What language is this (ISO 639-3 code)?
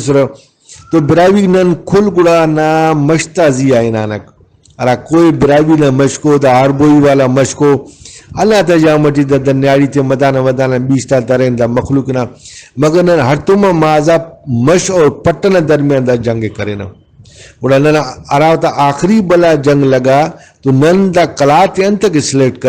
brh